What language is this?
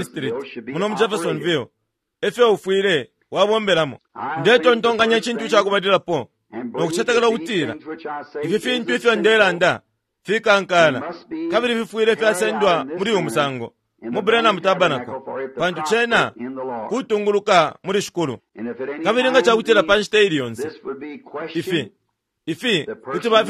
Bemba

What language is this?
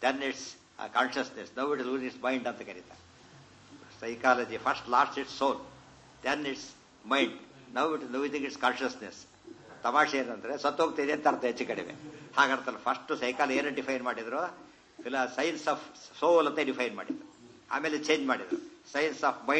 Kannada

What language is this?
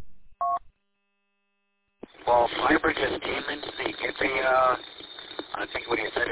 English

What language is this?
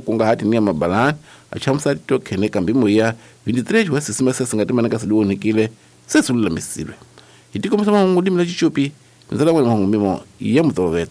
Tsonga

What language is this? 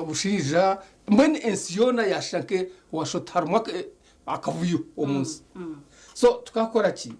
Nyankole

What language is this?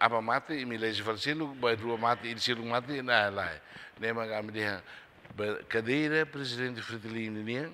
Tetum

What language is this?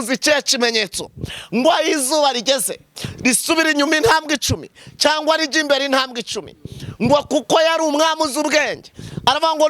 Kinyarwanda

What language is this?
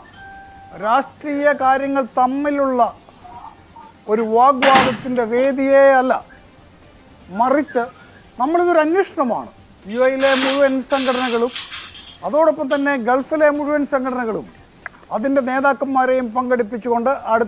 Malayalam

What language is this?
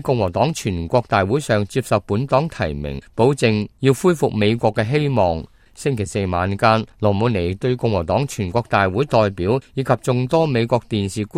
Cantonese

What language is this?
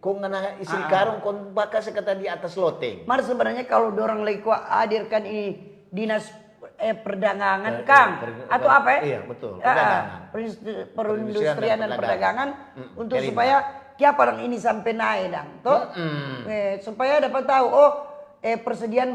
Manado Malay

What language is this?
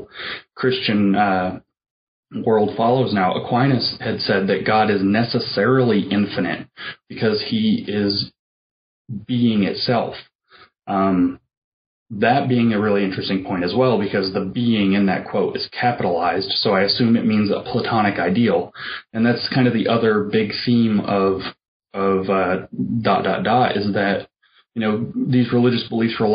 English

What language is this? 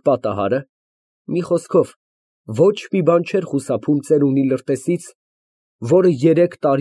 Armenian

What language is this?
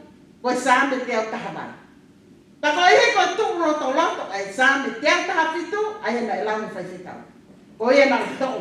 Tongan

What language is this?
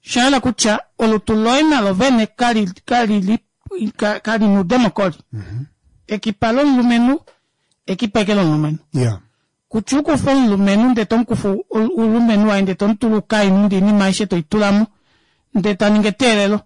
Kuanyama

